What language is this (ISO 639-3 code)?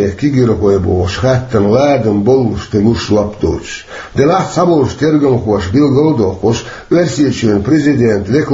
che